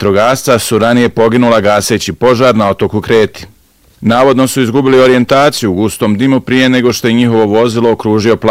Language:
Bosnian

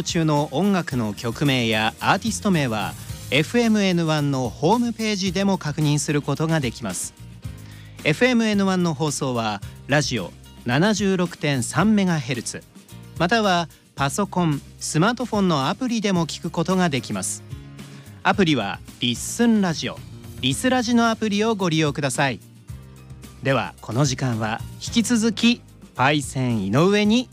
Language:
Japanese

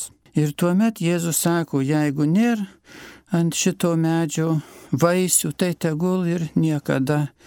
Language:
Lithuanian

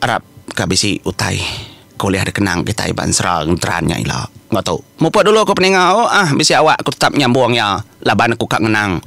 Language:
Iban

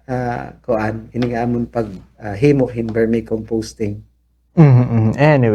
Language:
Waray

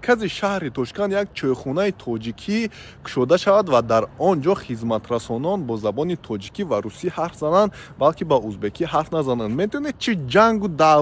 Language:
Tajik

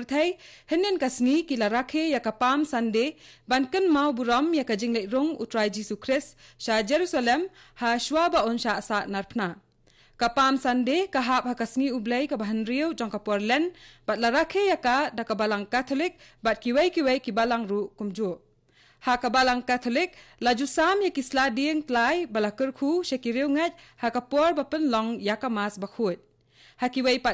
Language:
Khasi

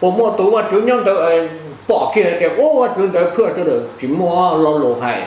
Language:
Hmong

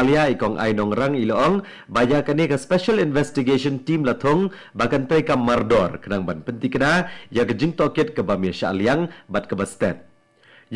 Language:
Khasi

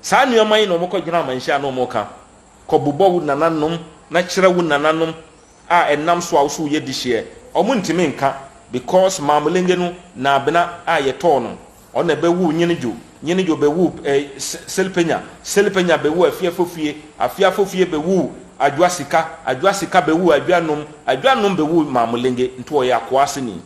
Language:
Akan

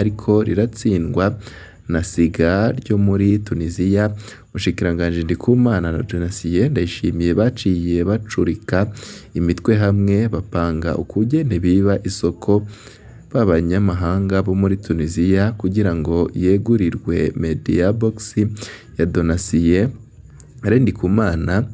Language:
Rundi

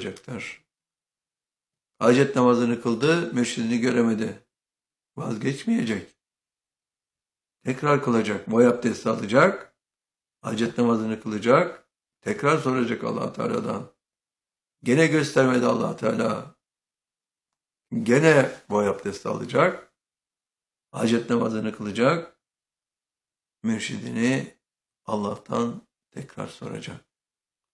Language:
Turkish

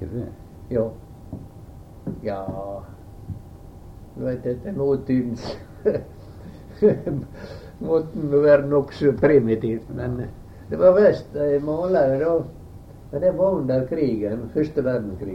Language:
Norwegian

